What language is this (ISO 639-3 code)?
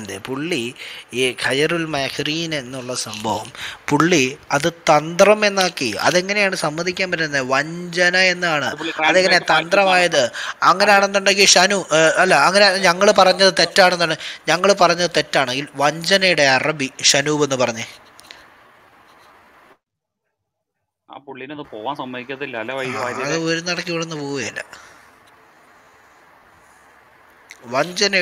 mal